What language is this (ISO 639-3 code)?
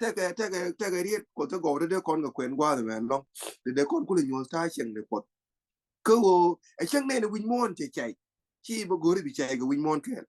nus